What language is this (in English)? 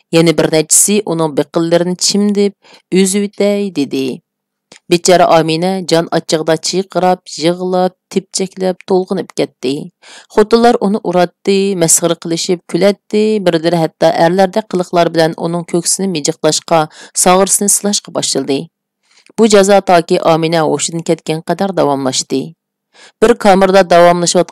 Uyghur